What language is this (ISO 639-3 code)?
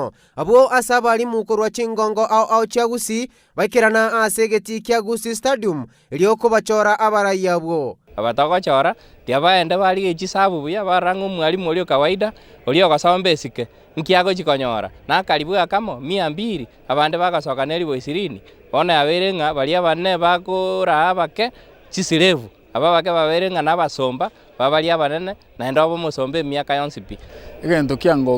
guz